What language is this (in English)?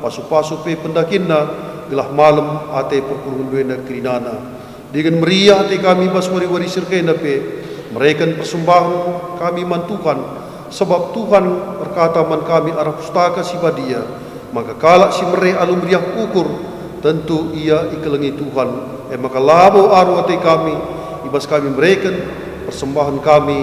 Batak Karo